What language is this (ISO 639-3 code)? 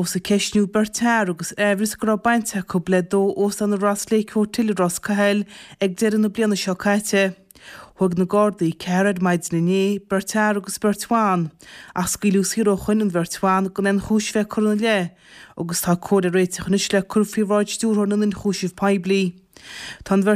gle